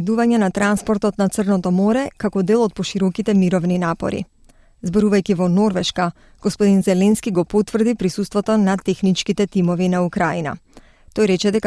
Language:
Macedonian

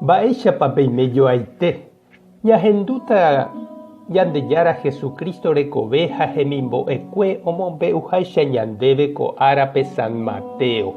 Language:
Guarani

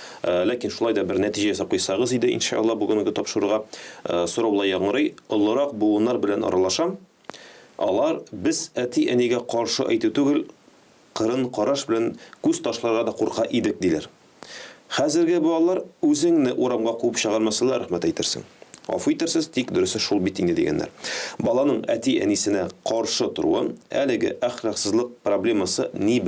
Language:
Tatar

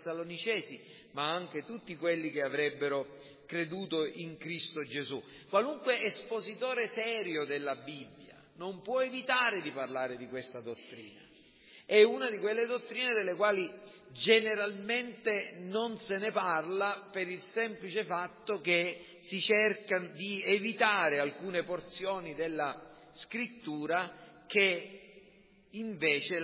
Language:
Italian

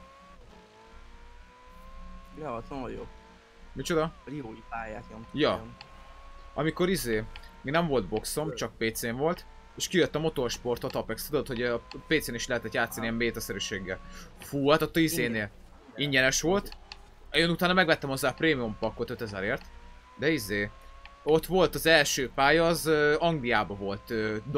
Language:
Hungarian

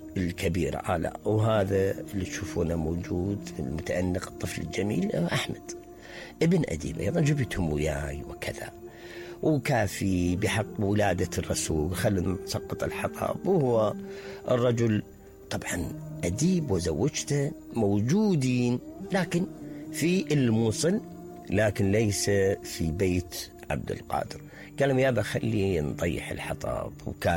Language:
Mesopotamian Arabic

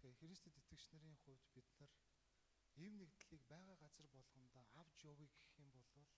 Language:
Mongolian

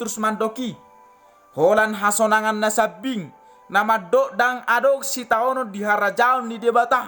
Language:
Batak Toba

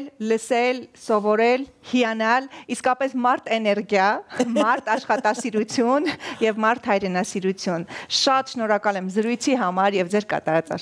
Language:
Armenian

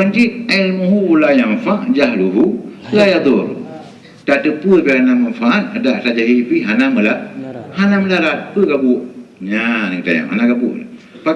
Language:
Achinese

